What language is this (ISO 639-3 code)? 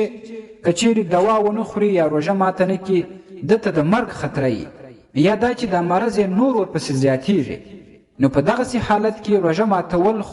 pus